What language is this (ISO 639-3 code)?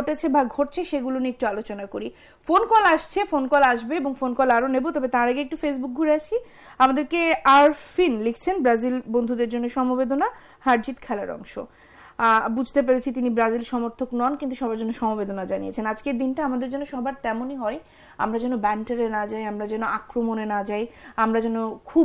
ben